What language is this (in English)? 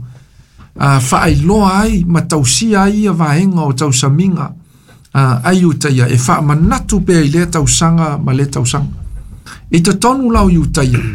Samoan